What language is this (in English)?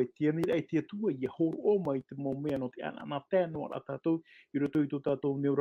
Tahitian